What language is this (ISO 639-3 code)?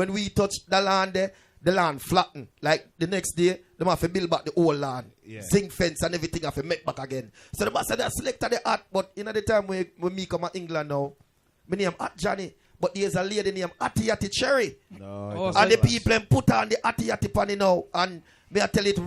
jam